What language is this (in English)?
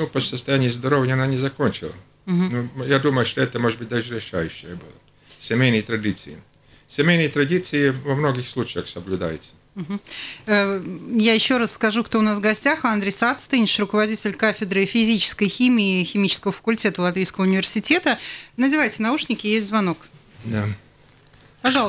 Russian